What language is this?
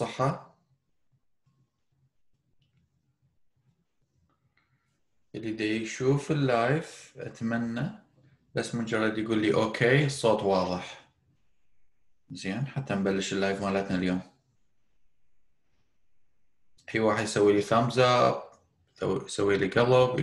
Mesopotamian Arabic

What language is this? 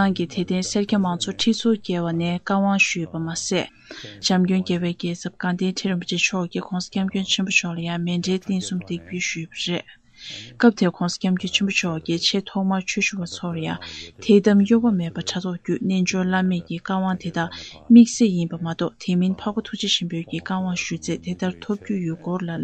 Tibetan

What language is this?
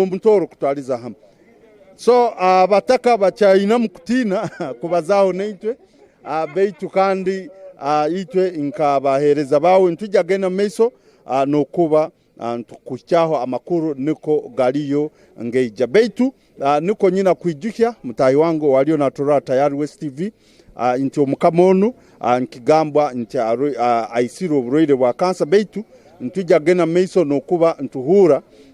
Tooro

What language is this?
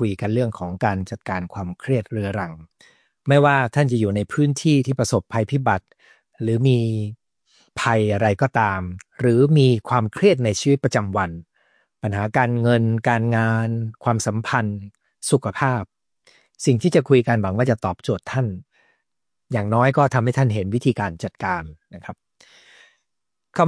Thai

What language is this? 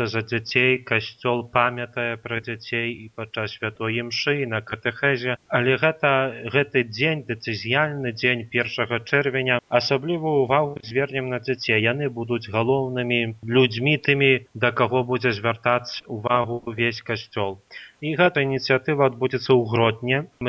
Belarusian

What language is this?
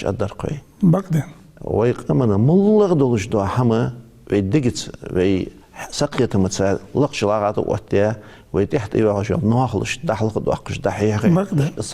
Ingush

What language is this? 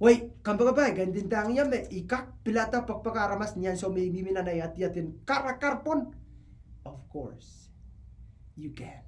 Pohnpeian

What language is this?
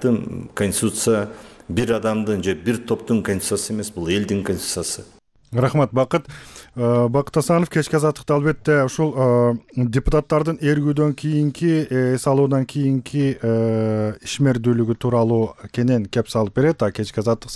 Kyrgyz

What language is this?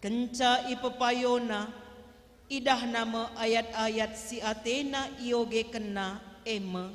Batak Karo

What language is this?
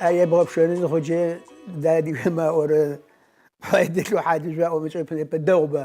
Kabardian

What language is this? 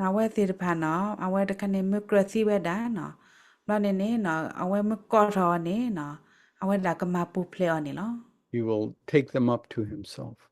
S'gaw Karen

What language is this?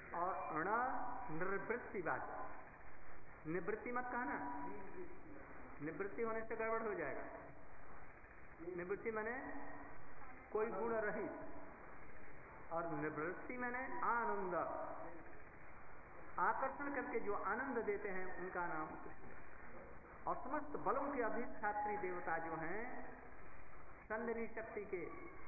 Hindi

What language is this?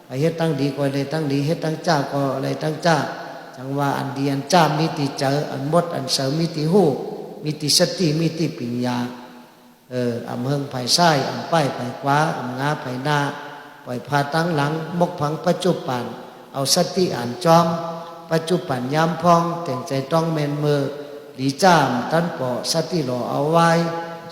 Shan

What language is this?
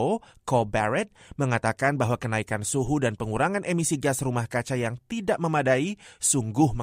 Indonesian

